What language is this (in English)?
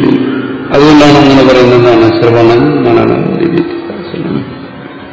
Malayalam